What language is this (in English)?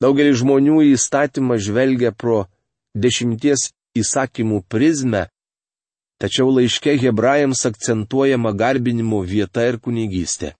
Lithuanian